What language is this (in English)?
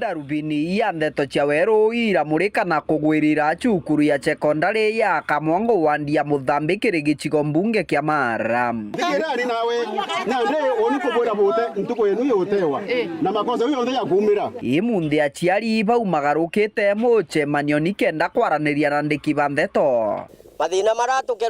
Meru